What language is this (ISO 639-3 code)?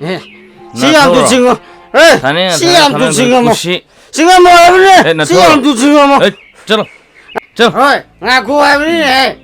mni